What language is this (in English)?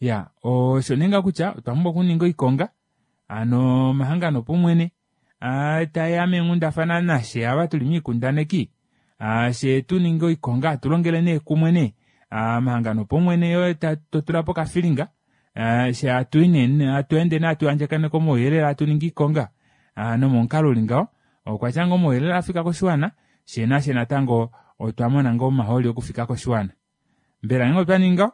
Kuanyama